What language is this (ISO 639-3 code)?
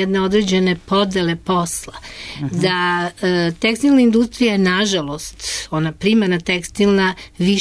srp